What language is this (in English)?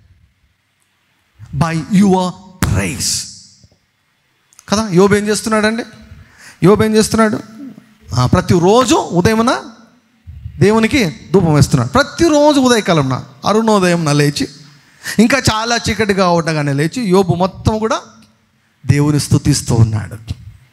Telugu